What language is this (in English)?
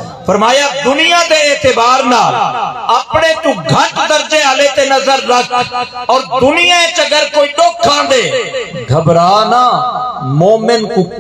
Saraiki